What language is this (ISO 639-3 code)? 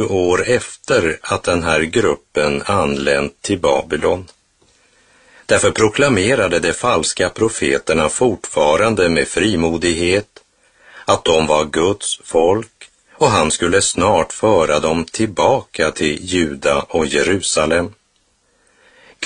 swe